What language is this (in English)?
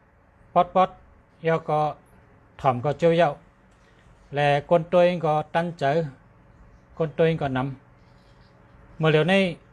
Shan